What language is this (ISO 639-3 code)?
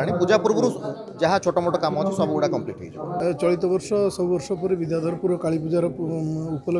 ori